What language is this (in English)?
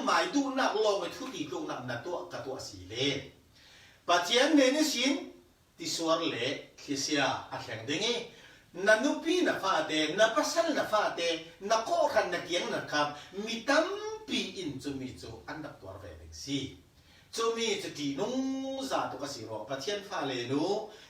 Falam Chin